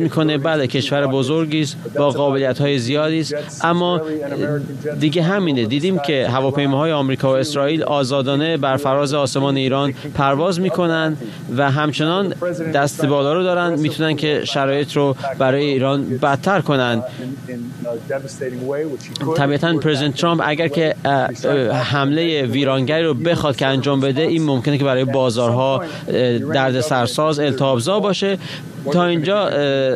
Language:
Persian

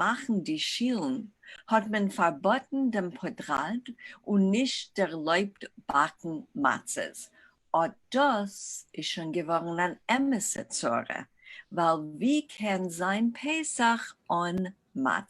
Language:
Yiddish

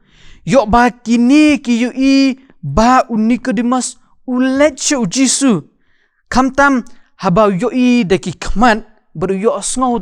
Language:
Khasi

